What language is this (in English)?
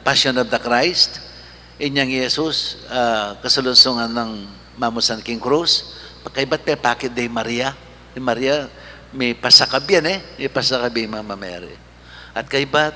Pampanga